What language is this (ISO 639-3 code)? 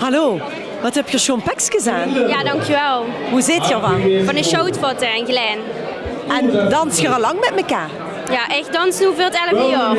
lim